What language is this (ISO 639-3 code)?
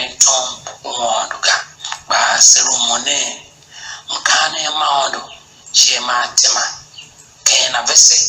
tiv